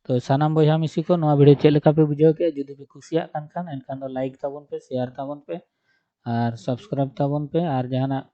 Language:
Santali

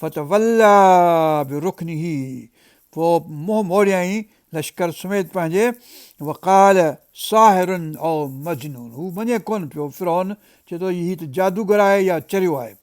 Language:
Sindhi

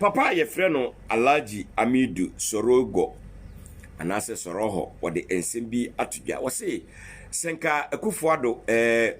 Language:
Akan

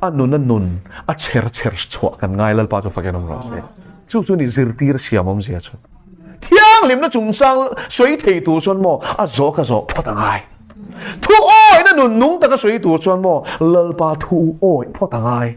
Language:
Mizo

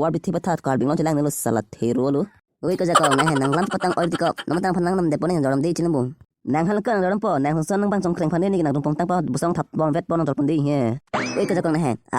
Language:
Karbi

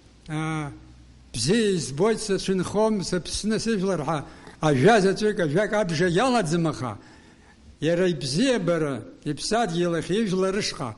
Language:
Abkhazian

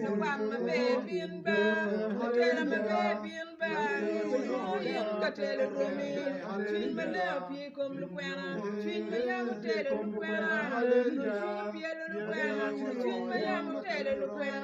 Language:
Acoli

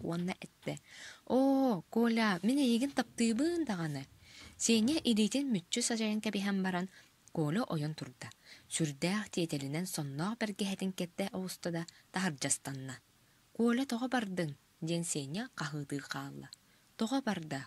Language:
Yakut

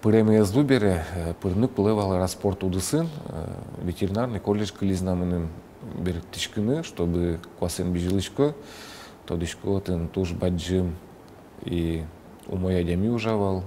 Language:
Udmurt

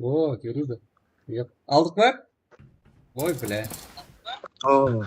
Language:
Kara-Kalpak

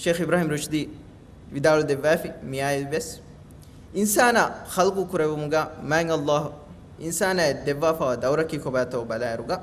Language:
Divehi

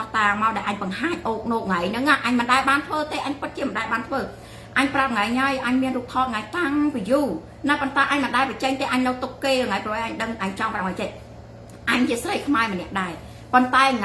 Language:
Khmer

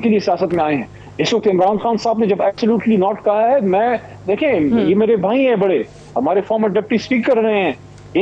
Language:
Urdu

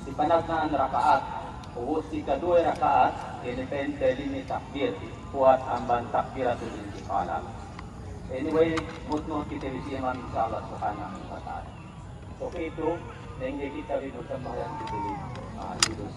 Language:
Yakan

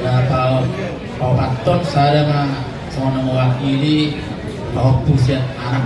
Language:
Batak Toba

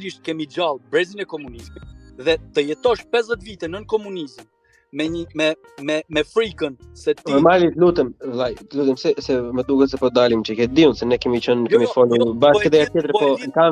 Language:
Albanian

